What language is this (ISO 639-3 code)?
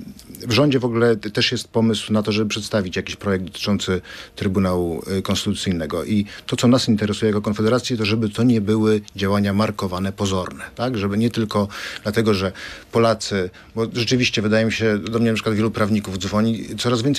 pol